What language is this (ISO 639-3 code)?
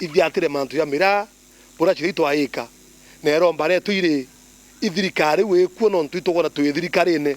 mer